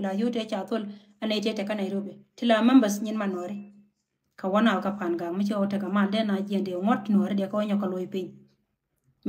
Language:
Nuer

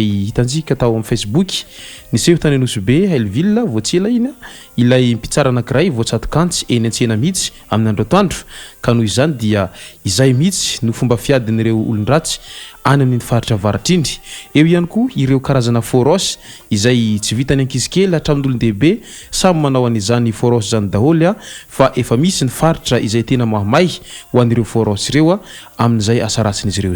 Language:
Malagasy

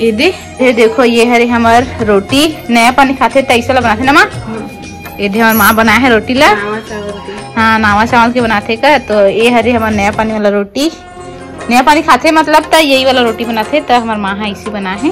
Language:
Chhattisgarhi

